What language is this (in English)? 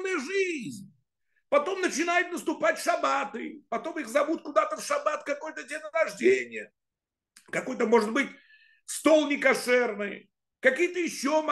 Russian